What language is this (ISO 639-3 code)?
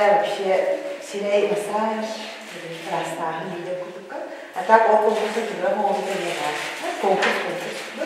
sah